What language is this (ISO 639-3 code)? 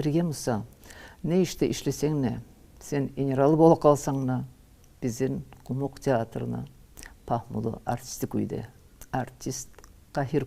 kum